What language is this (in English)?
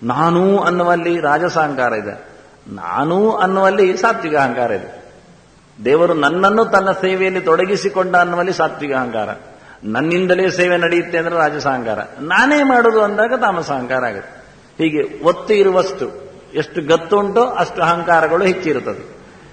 Kannada